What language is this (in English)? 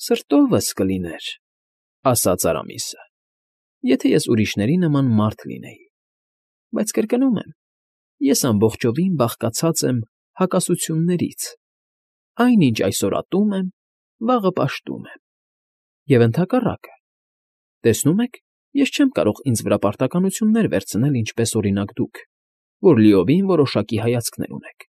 Armenian